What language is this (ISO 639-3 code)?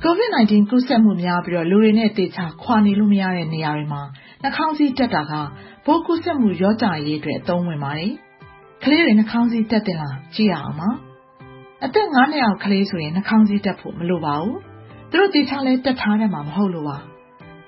mya